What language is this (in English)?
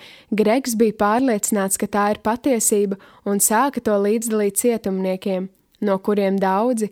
Latvian